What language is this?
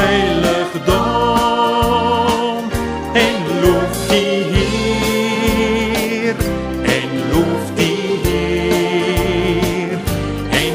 Afrikaans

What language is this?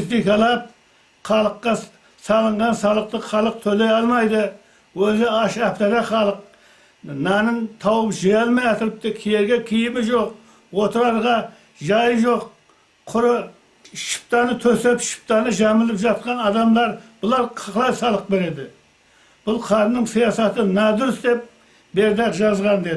Kara-Kalpak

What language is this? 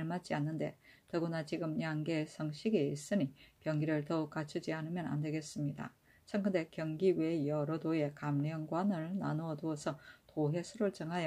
Korean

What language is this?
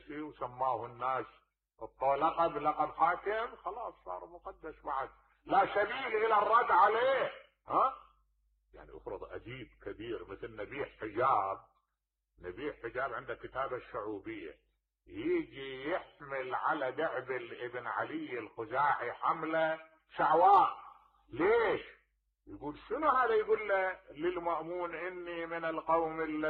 Mesopotamian Arabic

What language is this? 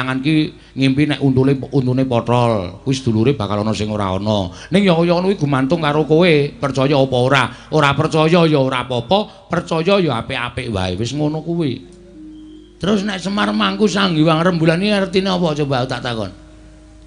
Javanese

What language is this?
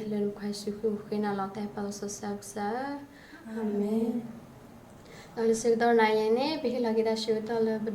S'gaw Karen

